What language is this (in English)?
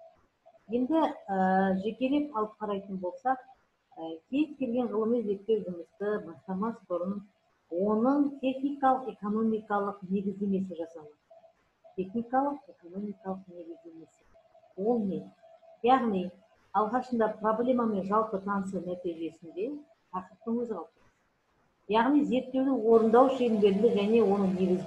Kazakh